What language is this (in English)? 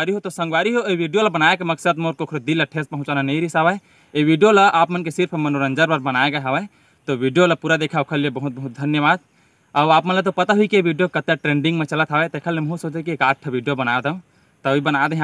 Chhattisgarhi